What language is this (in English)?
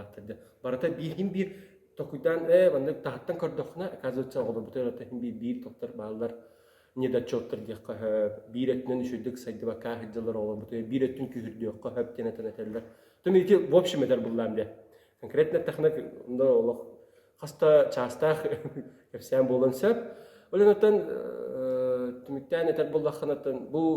Yakut